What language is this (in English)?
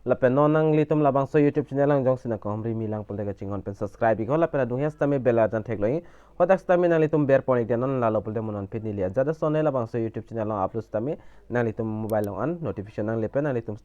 Karbi